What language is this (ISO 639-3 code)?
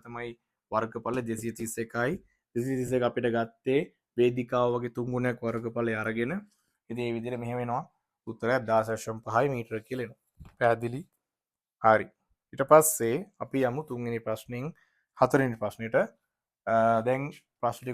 sin